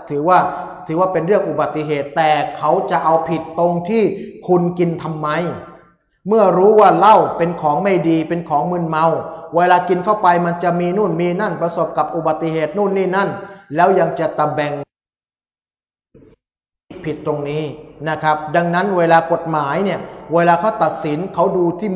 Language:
Thai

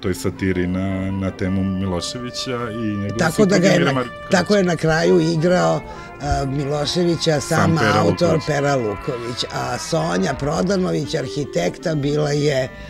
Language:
Serbian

